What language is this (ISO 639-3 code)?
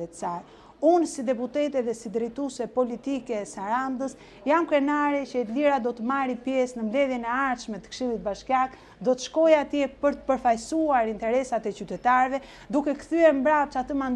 sqi